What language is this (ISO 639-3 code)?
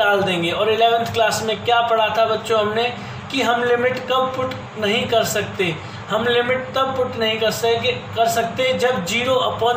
hin